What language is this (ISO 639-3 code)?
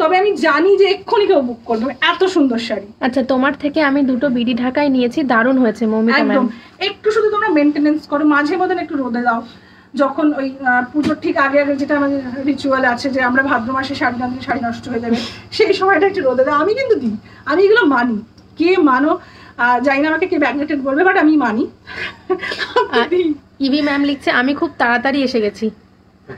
ben